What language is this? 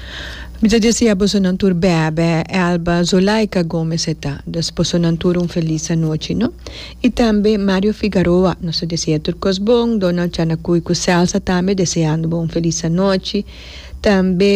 Papiamento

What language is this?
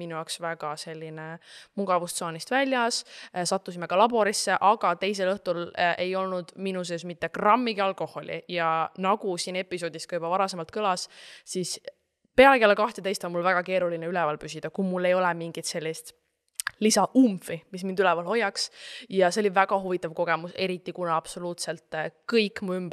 Estonian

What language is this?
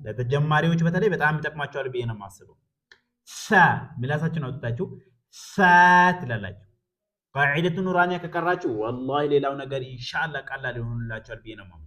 Amharic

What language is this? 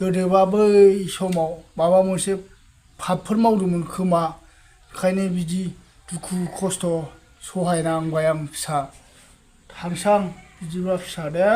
Bodo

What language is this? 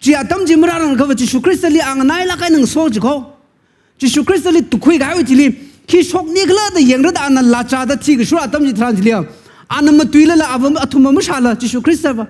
Tangkhul Naga (India)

